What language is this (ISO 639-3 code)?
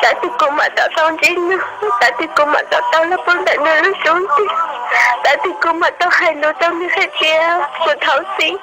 hmn